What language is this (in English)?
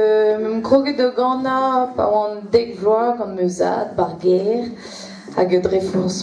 Breton